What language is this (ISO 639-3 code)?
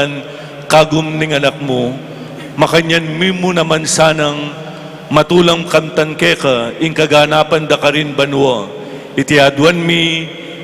pam